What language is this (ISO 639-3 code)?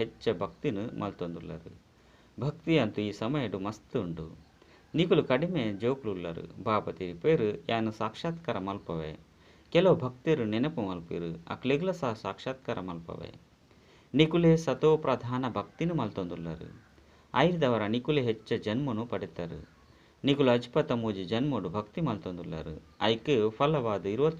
tcy